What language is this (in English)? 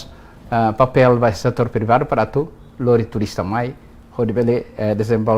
Tetum